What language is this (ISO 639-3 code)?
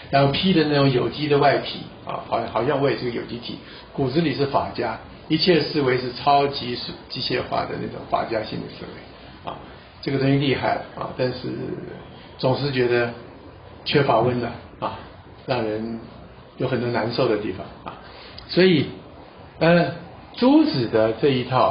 zho